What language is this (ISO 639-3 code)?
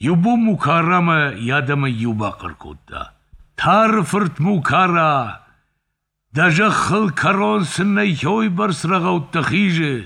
oss